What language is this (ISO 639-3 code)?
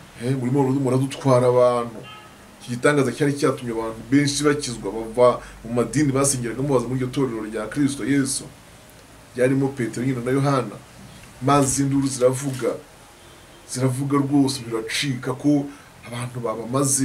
kin